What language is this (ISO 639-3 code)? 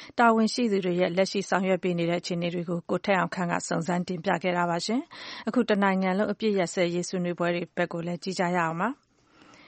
mya